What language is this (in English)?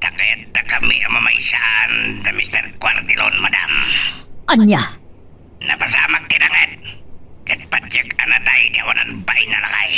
Iloko